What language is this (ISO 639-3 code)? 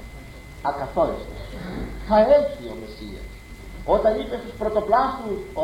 ell